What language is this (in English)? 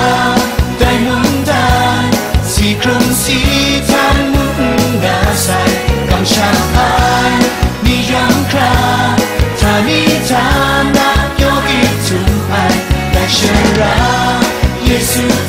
Kachin